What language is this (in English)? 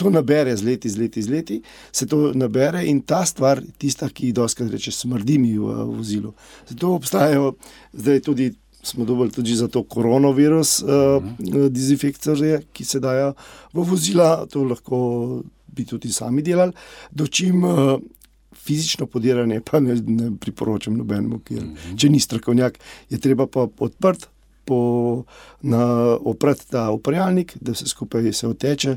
Slovenian